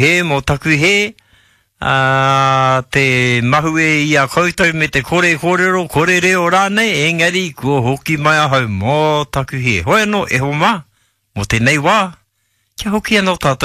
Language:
Māori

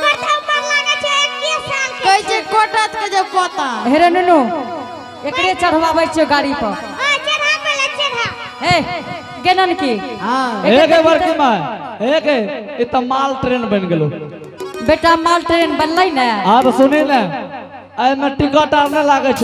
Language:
Angika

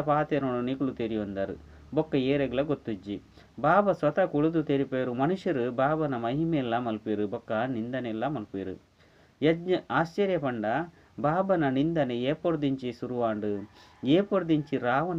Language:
Tulu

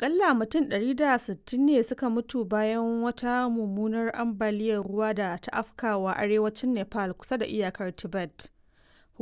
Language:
Hausa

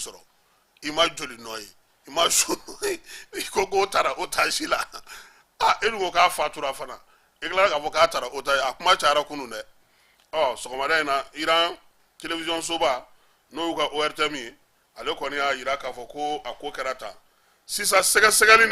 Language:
Bambara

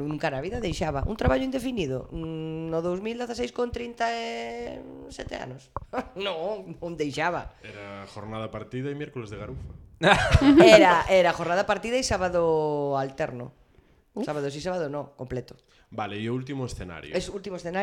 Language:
Galician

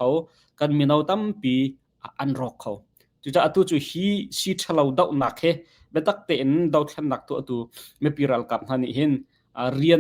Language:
Hakha Chin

